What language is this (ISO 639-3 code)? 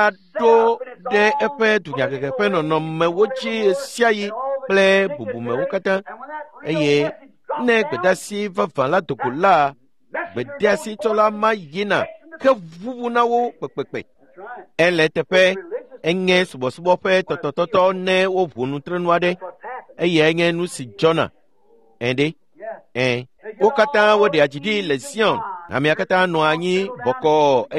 ewe